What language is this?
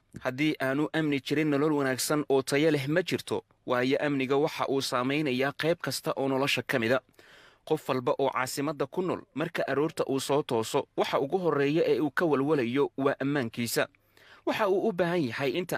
Somali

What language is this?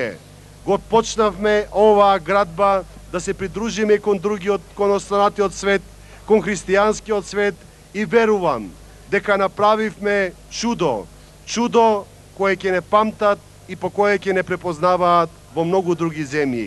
Macedonian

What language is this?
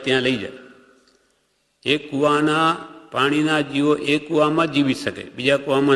Gujarati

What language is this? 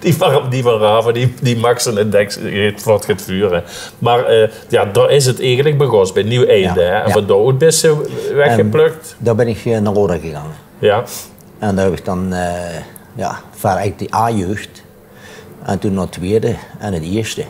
Limburgish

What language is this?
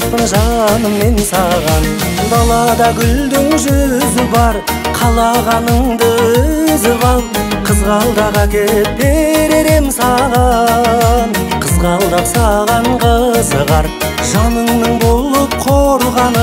Kazakh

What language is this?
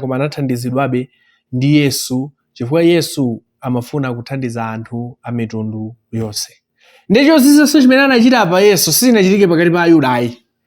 Nyanja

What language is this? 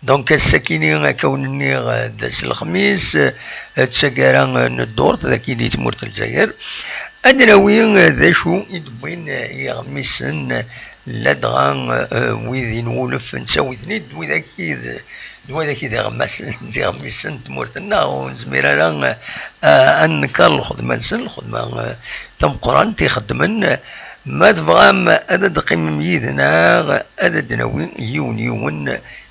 Kabyle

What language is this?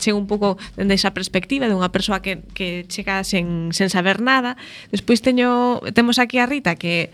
Galician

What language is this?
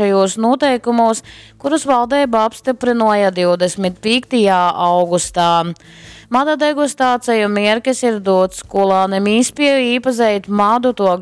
Latgalian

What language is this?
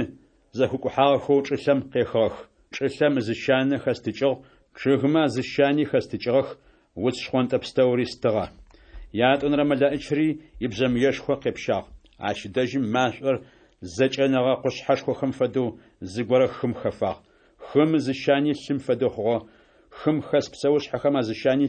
Adyghe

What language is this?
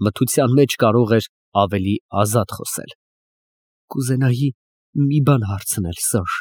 Armenian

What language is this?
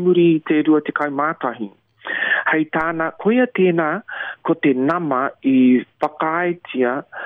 Māori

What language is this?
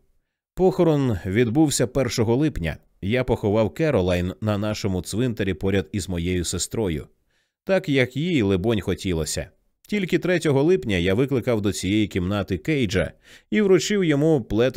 Ukrainian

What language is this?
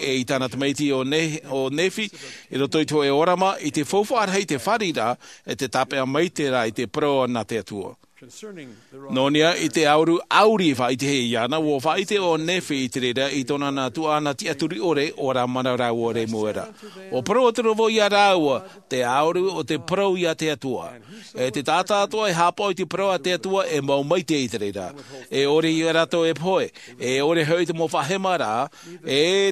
Tahitian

